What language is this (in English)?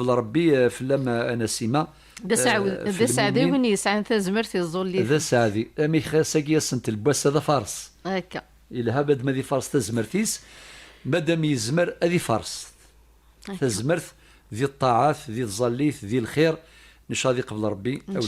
Kabyle